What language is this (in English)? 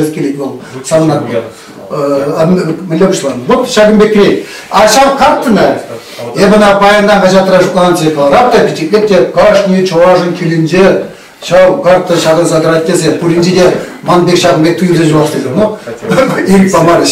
Chuvash